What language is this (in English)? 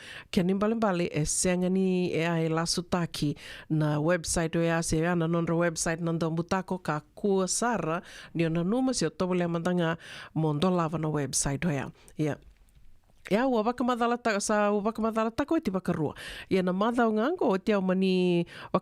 Fijian